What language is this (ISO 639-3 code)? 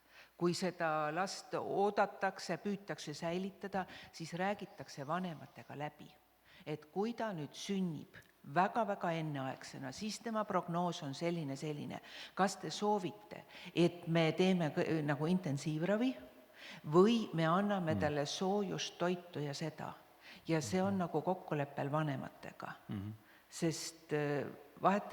est